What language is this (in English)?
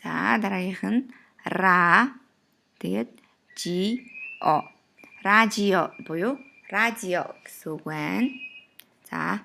Mongolian